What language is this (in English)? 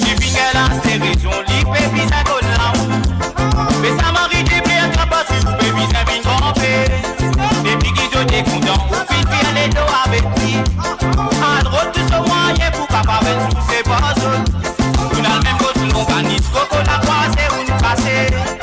Morisyen